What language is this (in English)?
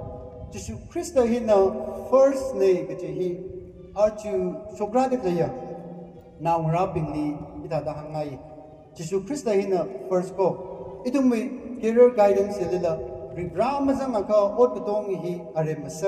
Tangkhul Naga (India)